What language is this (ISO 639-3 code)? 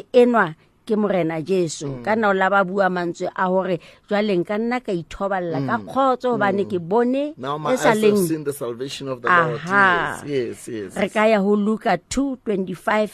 sot